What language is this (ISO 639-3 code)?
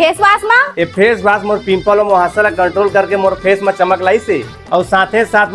hne